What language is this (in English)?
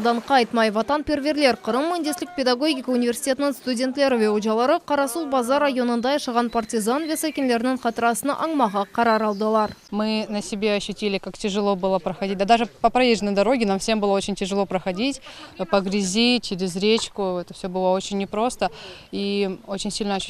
Crimean Tatar